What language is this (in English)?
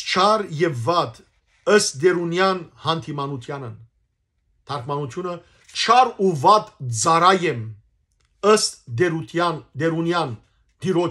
Western Armenian